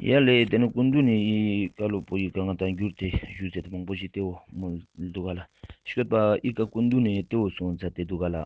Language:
Ladakhi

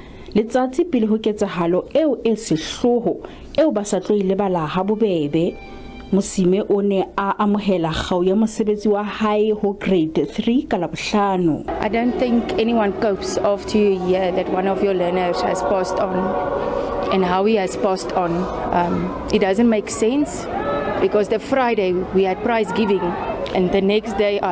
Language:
Southern Sotho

